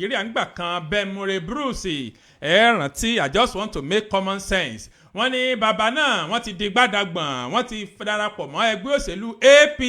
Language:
Yoruba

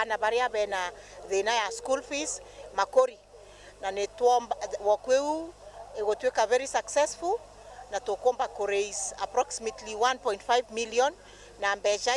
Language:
Meru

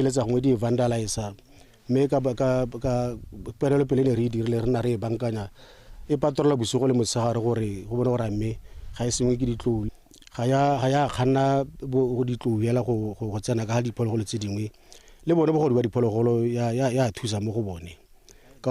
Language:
Tswana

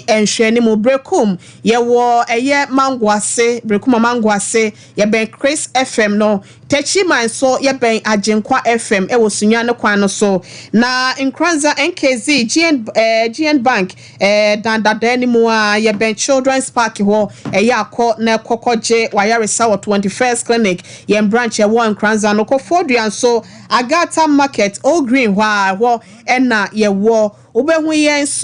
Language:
Akan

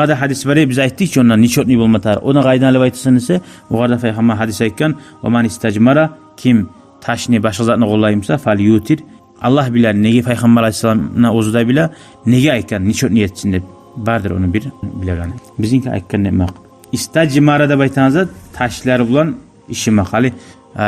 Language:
Kumyk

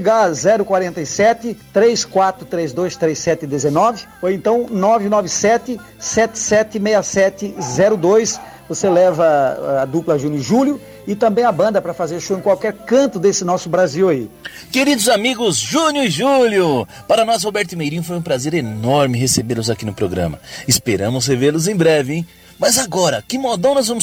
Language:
Portuguese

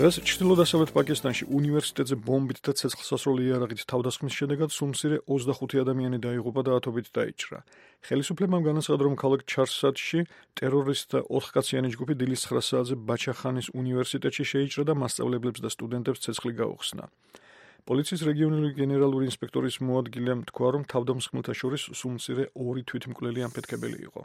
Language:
Georgian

